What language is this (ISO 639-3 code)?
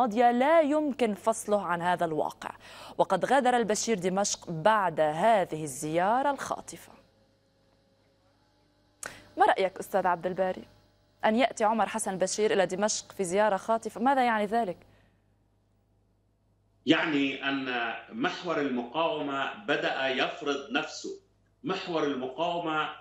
ara